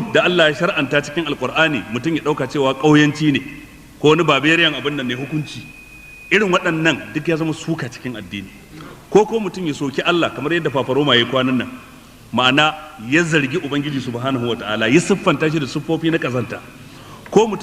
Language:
Hausa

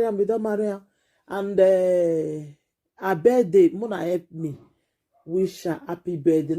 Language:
Nigerian Pidgin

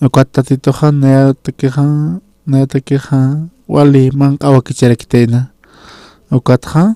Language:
Aymara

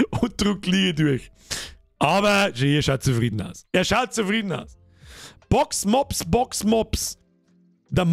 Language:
Bavarian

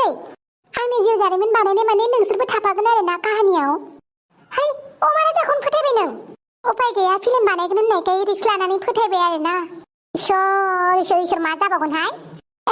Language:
Bodo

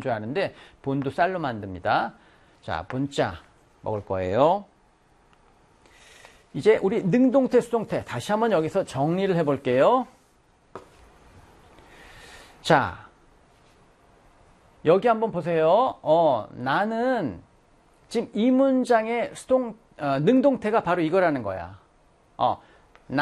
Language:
Korean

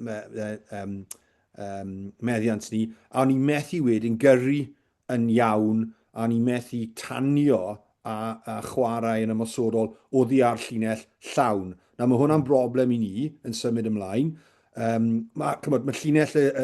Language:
Welsh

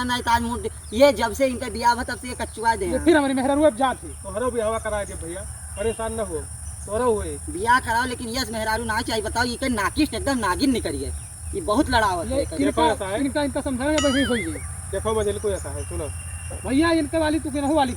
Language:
Awadhi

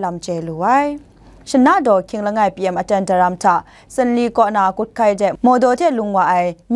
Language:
Kachin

